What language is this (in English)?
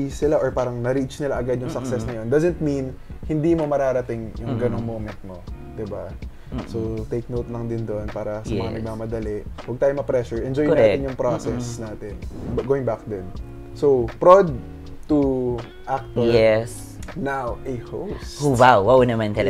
Filipino